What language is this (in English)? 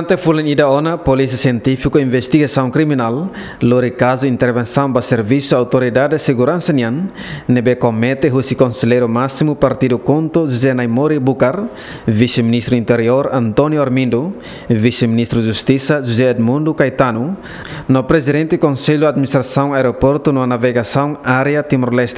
Tetum